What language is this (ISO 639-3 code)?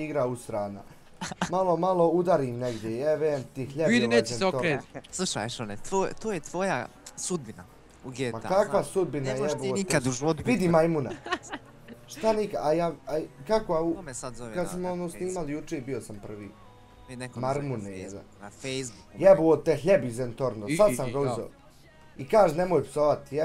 bos